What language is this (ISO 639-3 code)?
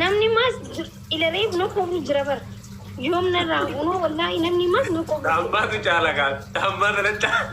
orm